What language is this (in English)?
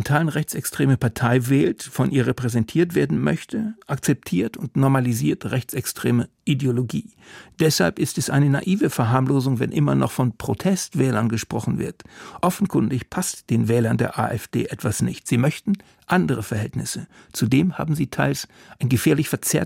German